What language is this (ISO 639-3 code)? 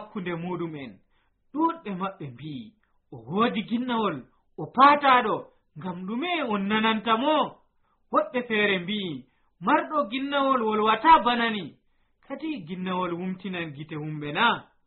fuv